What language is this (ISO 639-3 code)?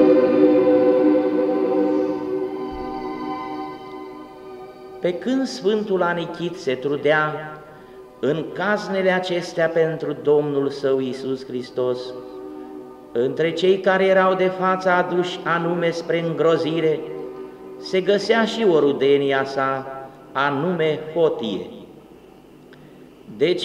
ron